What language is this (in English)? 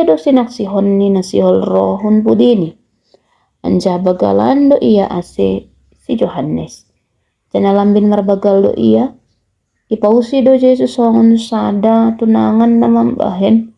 Batak Simalungun